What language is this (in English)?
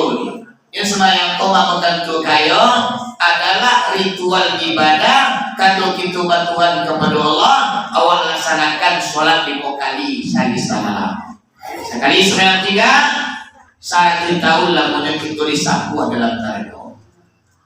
Minangkabau